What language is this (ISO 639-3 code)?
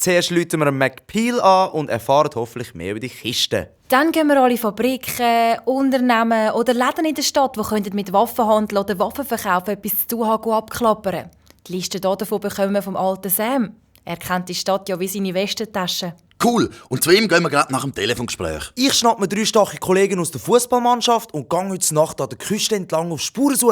gsw